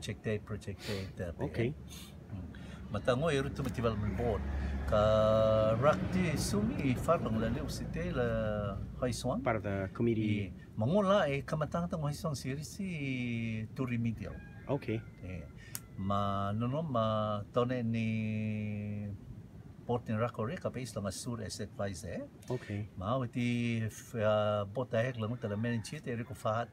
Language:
Rotuman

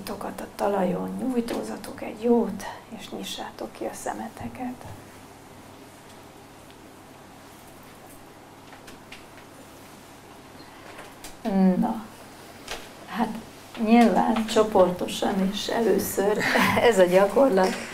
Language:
Hungarian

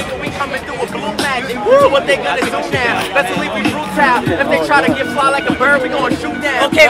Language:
English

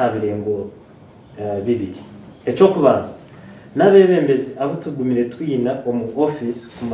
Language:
Nyankole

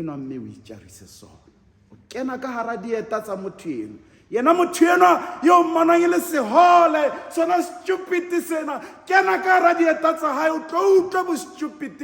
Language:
Southern Sotho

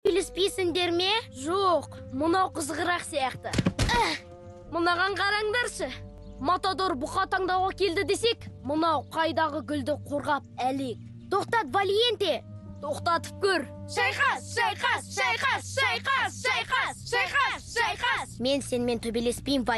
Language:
Kazakh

